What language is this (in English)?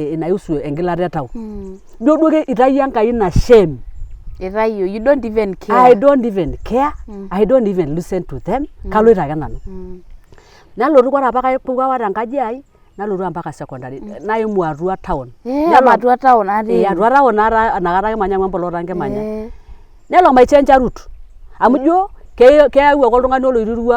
Masai